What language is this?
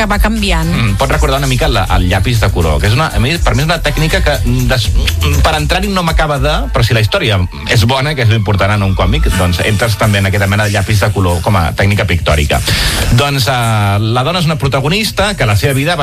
Catalan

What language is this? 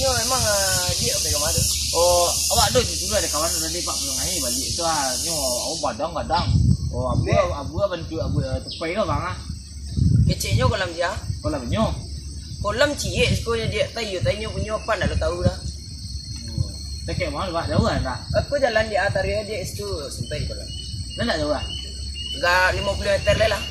Minangkabau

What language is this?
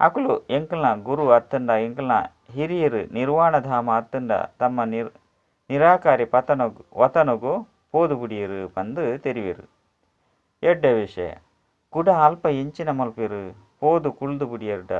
Tulu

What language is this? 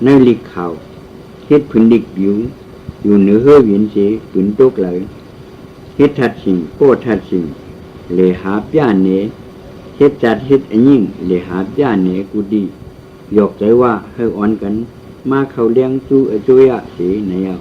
Shan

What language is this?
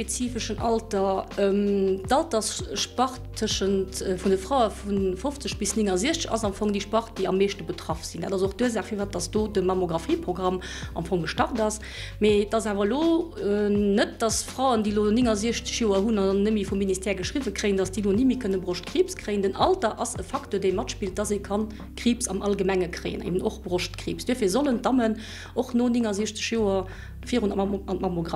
Luxembourgish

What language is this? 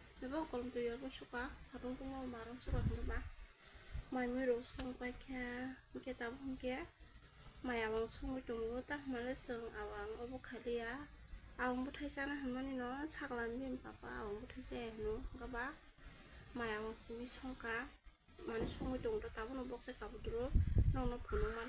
Kok Borok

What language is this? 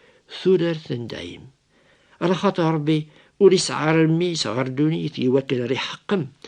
Kabyle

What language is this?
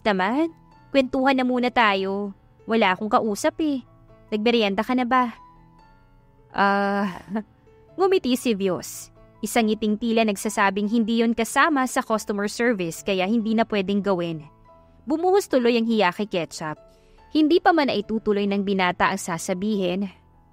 Filipino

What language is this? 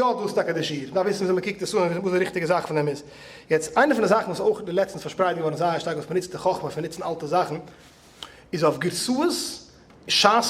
Yiddish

